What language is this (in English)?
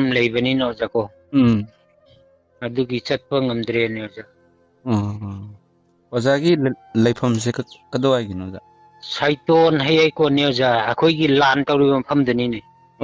Manipuri